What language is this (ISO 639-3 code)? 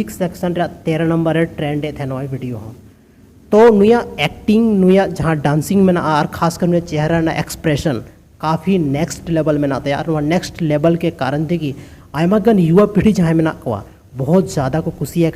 sat